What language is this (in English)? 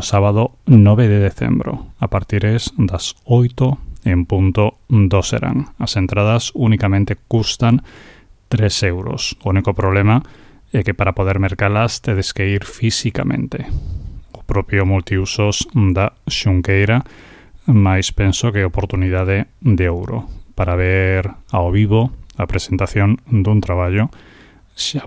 Galician